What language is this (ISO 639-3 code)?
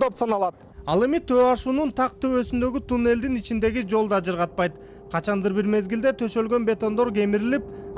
kir